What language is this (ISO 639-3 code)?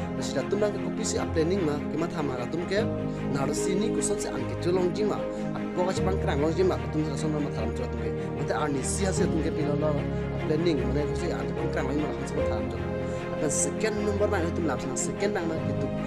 mjw